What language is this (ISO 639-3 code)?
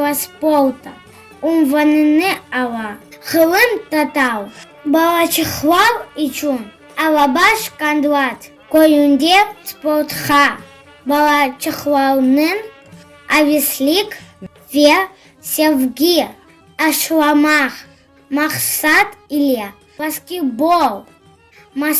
crh